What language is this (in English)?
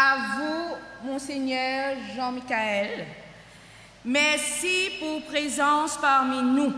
Morisyen